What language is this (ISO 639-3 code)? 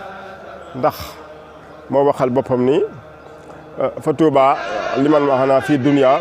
wol